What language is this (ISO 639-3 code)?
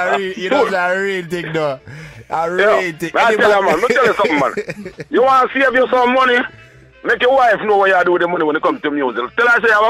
jam